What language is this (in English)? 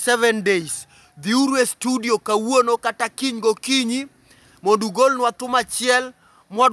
Luo (Kenya and Tanzania)